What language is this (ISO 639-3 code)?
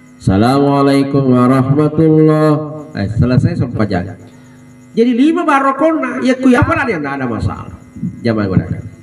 bug